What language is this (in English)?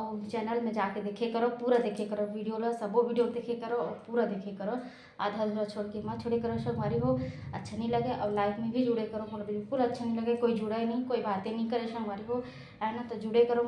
Chhattisgarhi